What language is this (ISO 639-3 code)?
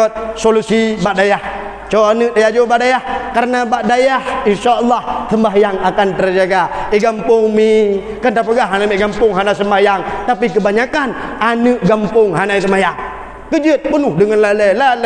ace